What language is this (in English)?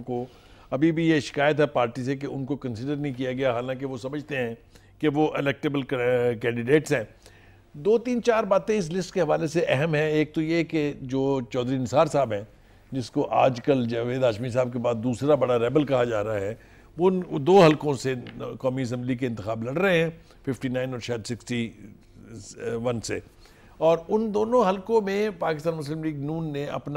Urdu